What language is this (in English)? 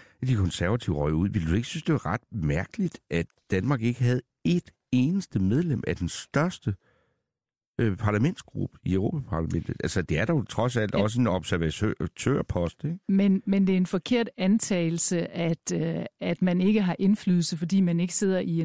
Danish